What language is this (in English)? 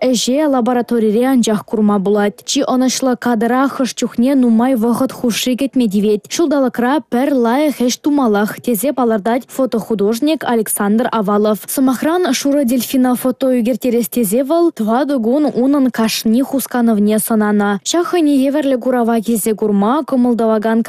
Chuvash